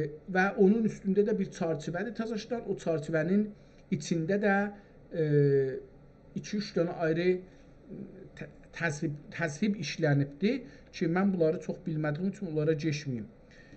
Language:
South Azerbaijani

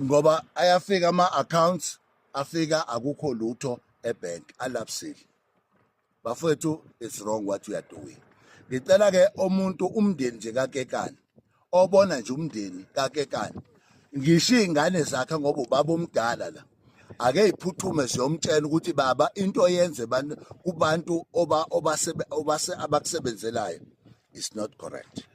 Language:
Zulu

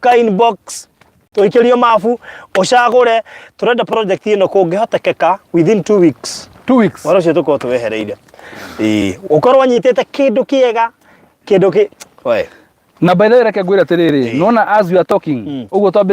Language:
Kikuyu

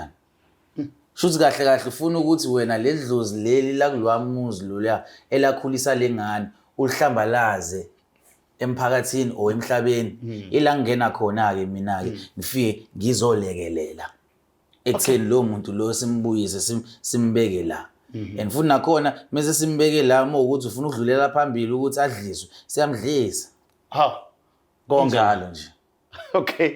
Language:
Zulu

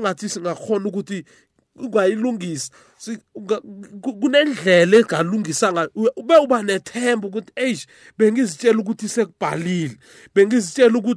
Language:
South Ndebele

